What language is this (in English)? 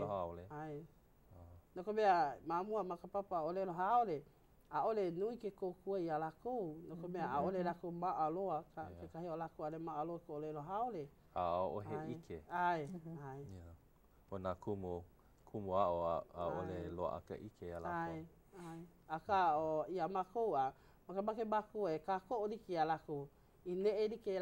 Hawaiian